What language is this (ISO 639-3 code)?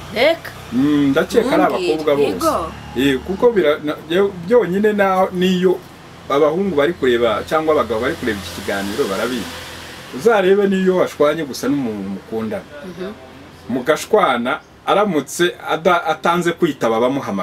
kin